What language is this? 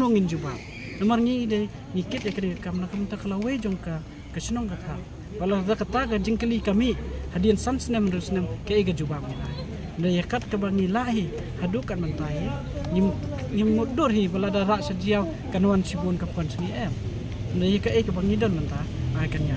Khasi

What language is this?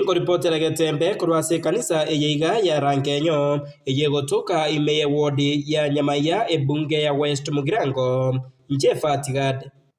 Gusii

